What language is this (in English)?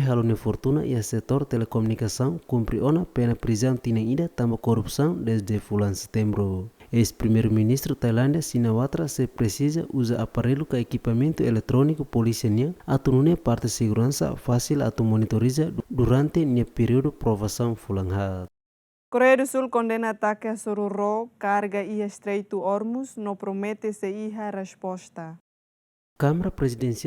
Tetum